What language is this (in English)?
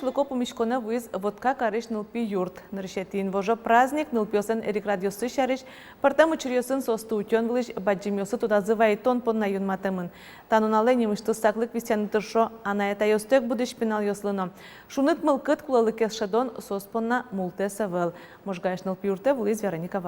Udmurt